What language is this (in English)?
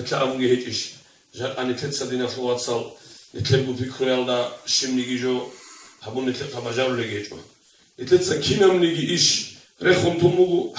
Avaric